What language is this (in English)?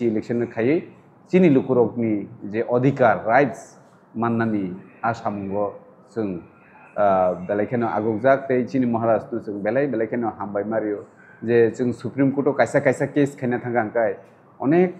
Kok Borok